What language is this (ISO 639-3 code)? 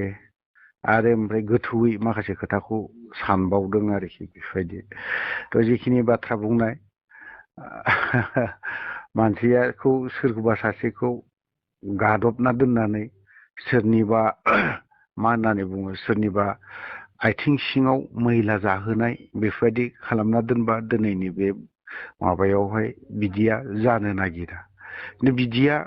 brx